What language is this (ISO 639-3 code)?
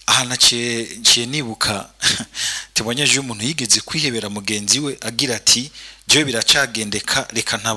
run